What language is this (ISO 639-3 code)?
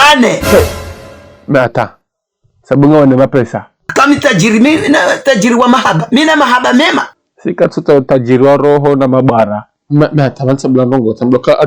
zdj